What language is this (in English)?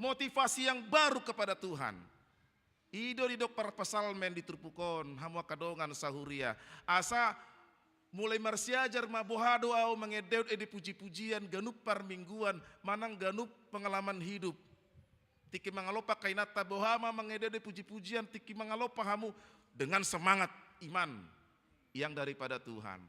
Batak Toba